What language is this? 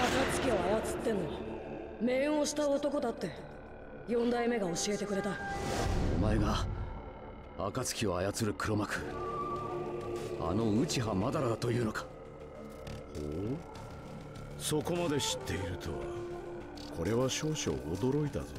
Japanese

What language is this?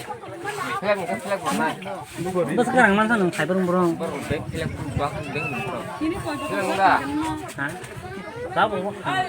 Kok Borok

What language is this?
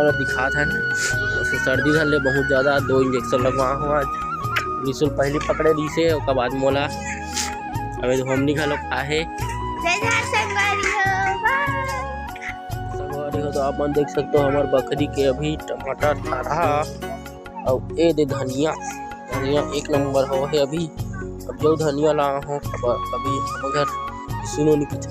Chhattisgarhi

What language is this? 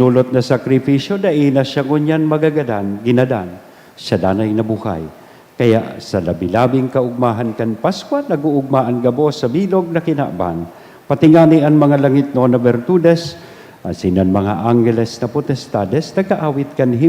Bikol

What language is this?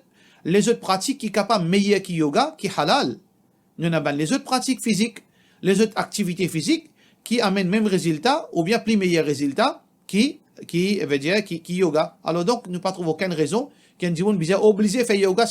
Morisyen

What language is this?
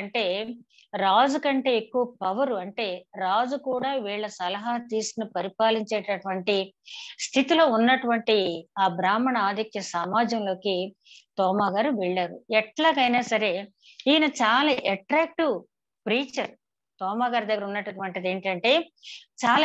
Telugu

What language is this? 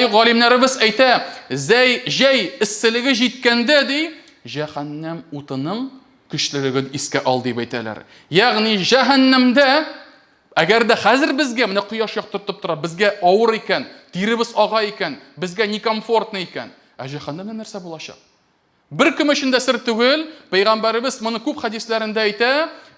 Tatar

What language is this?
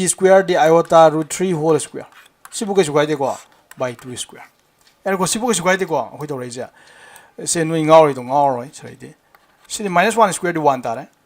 Manipuri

